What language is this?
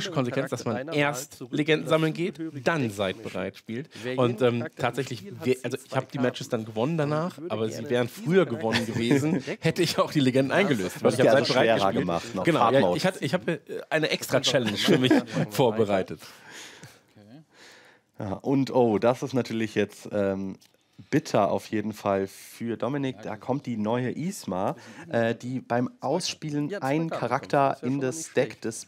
German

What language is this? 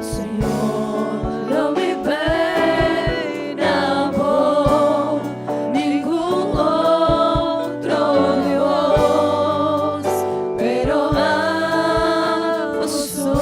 Papiamento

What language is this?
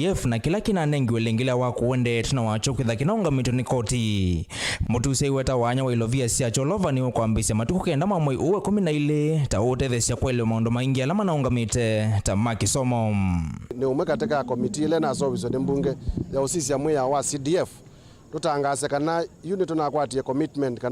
Kamba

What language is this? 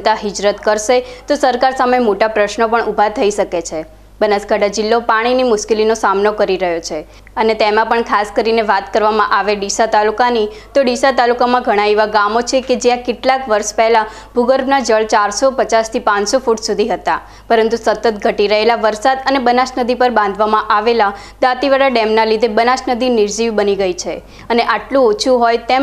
Gujarati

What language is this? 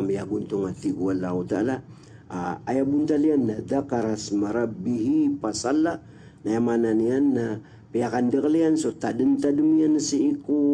Maranao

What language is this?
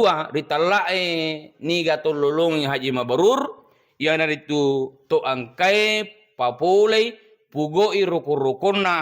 Buginese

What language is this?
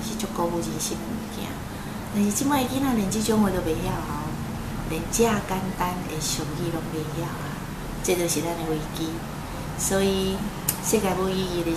Min Nan Chinese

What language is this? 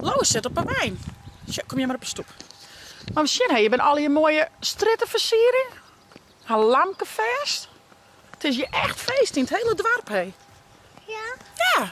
Western Frisian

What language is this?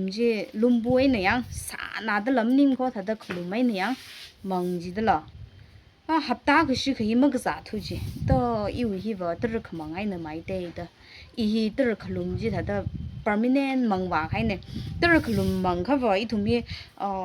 Tangkhul Naga (India)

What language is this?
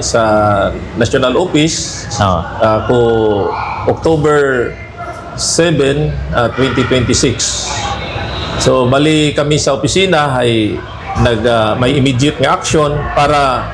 Hiligaynon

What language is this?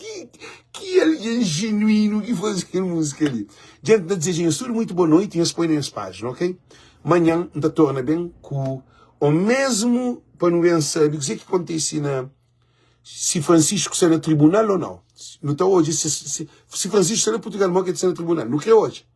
Kabuverdianu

